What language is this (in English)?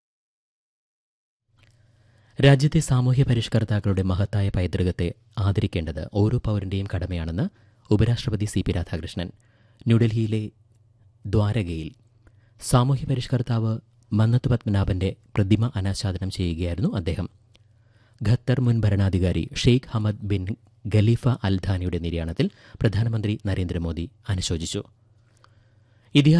Malayalam